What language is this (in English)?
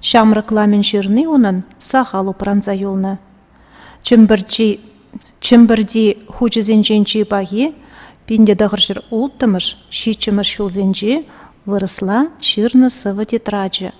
Chuvash